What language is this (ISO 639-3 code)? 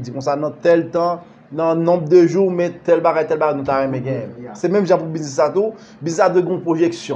hat